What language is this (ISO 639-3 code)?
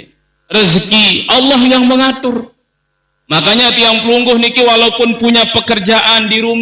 sas